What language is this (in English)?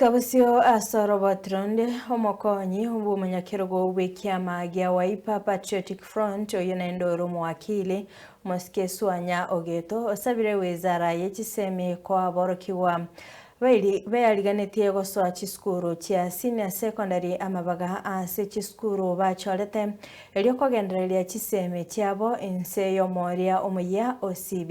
Gusii